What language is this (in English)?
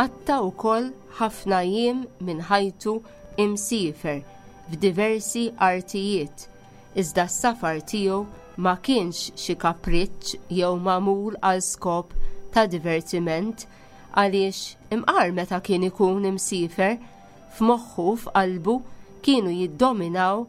Maltese